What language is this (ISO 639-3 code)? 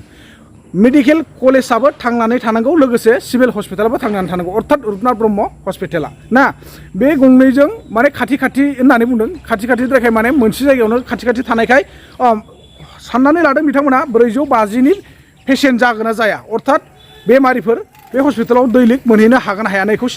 brx